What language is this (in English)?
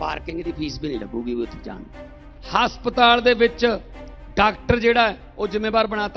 Punjabi